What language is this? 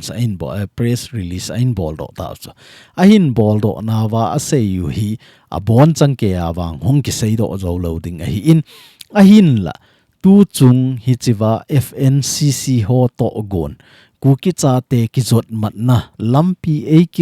Thado Chin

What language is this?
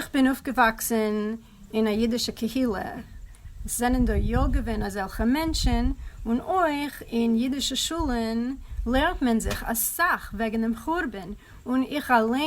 Yiddish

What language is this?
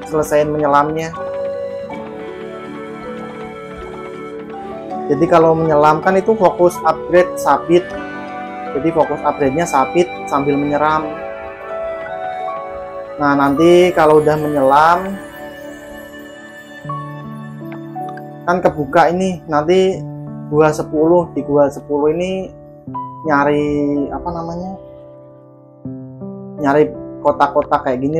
Indonesian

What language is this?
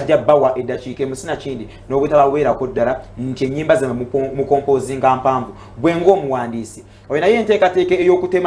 Ganda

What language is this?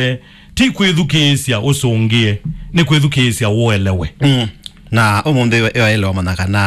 Kamba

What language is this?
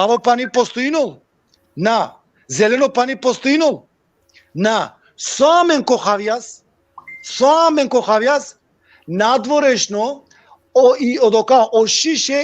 Balkan Romani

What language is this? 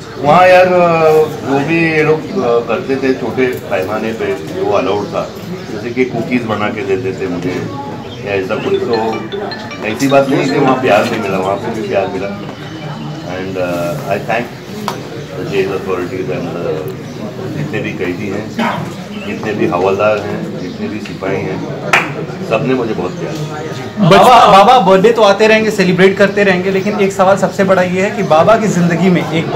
Hindi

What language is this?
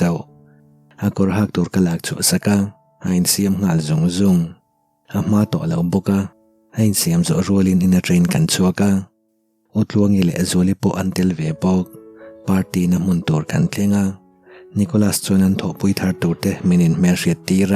Mizo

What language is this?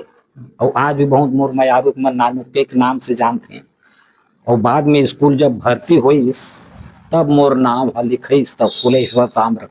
Chhattisgarhi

